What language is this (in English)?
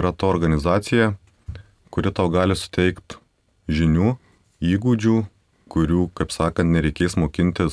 Lithuanian